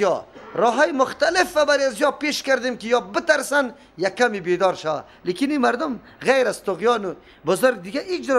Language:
Persian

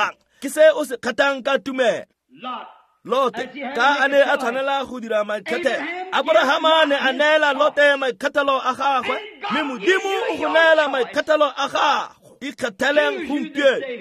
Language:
Tswana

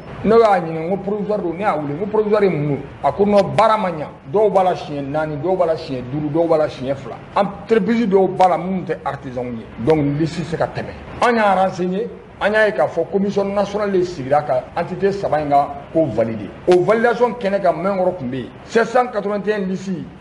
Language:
Bambara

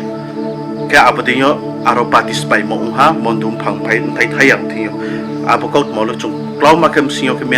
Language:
Riang (India)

